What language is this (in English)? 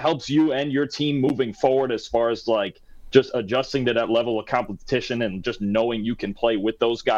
English